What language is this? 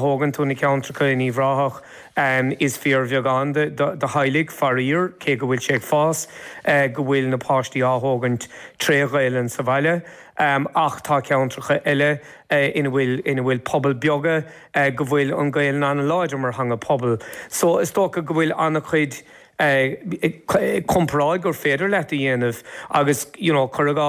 Irish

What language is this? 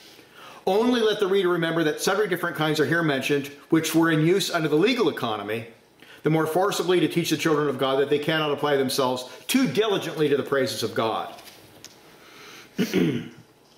English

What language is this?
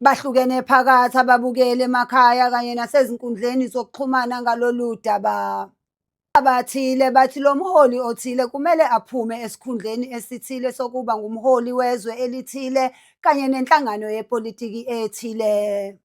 Zulu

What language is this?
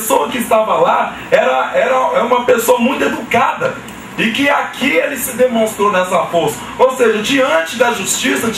Portuguese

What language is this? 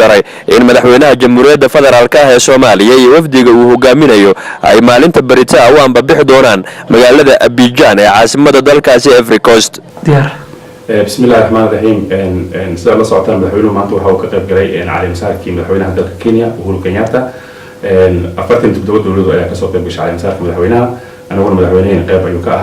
Somali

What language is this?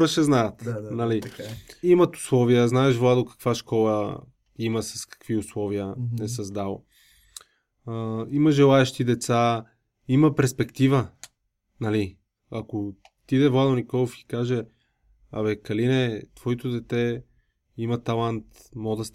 Bulgarian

